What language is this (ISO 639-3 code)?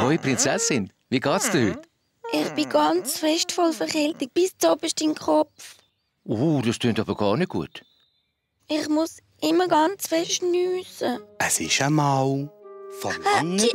gsw